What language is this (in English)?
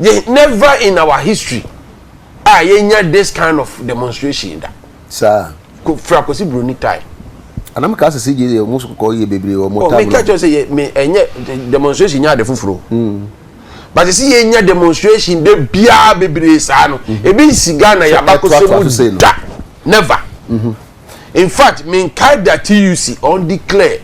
Akan